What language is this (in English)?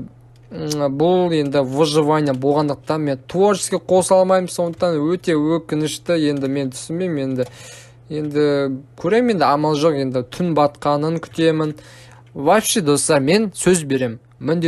Kazakh